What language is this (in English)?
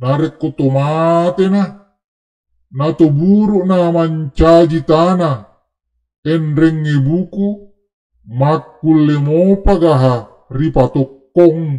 Buginese